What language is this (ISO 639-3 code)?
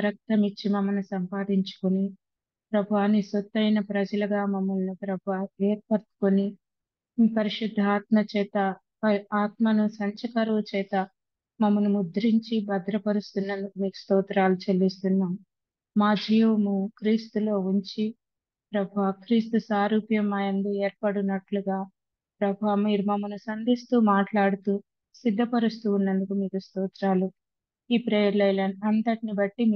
tel